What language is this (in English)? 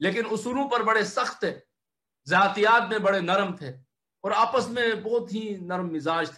Urdu